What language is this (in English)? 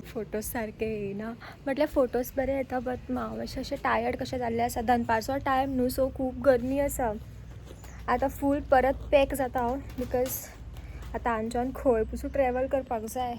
Konkani